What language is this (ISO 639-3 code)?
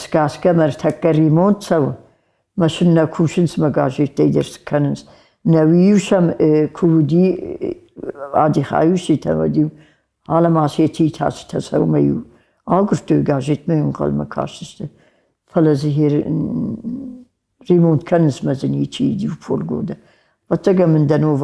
oss